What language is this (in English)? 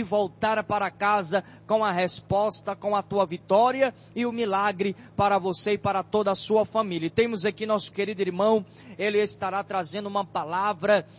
Portuguese